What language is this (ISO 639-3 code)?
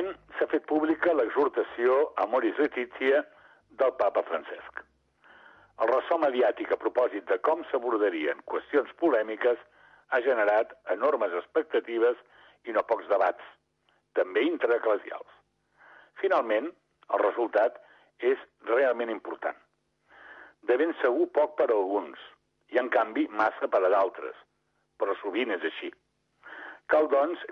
cat